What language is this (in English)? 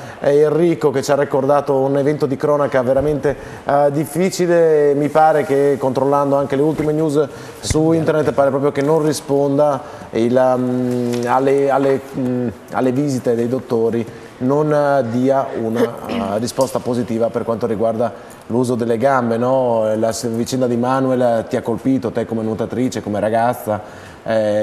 Italian